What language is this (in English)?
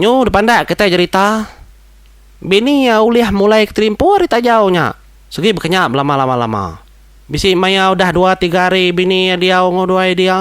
Iban